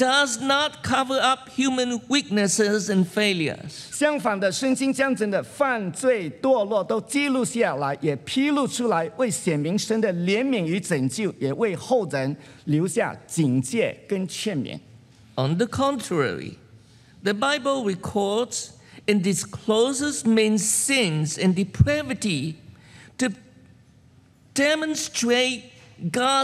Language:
Chinese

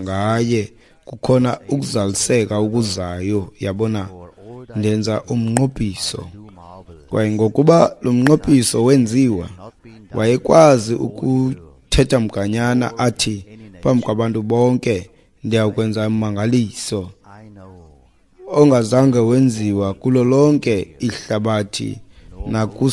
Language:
Xhosa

